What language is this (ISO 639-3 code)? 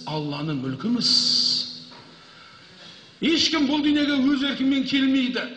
kaz